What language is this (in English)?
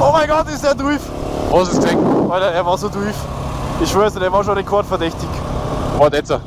Bavarian